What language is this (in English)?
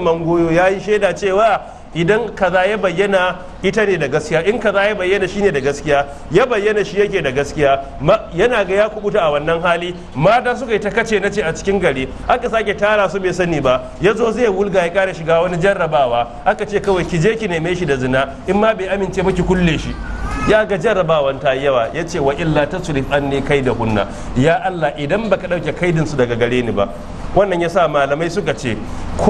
Hausa